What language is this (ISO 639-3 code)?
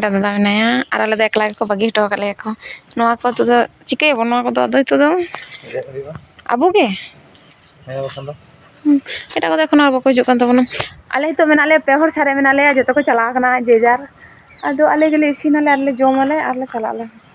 sat